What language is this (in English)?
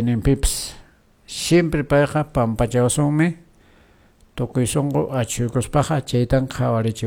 Quechua